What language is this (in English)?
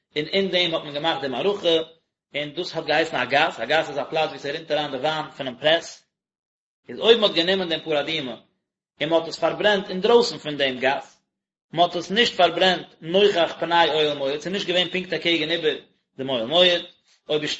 Yiddish